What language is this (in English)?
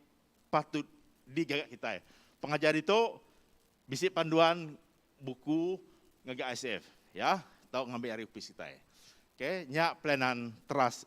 Iban